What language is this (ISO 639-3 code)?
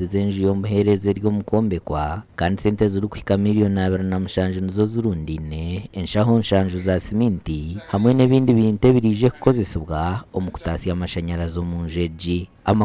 nyn